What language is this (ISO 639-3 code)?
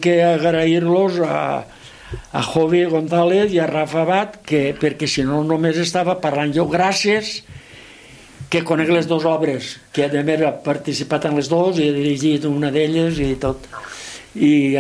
cat